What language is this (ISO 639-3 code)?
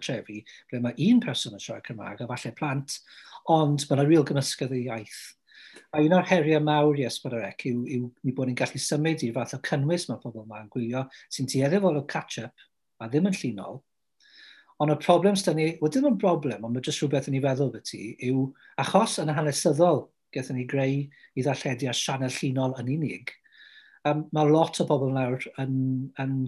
cym